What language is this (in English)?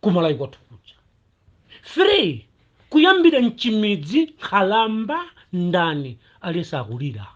Nyanja